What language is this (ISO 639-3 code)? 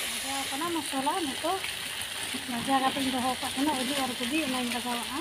sat